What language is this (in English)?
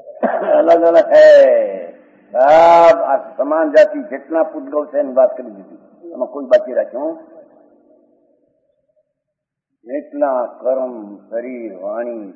Gujarati